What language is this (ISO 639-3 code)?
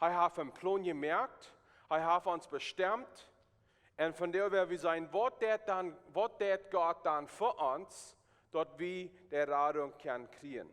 pdt